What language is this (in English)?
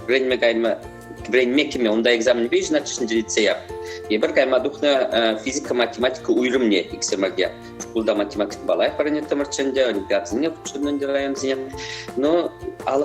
Chuvash